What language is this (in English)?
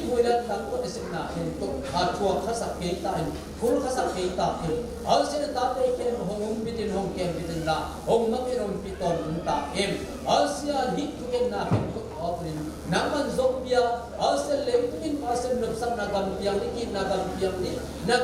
Tedim Chin